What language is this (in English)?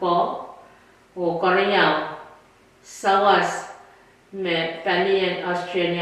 Pohnpeian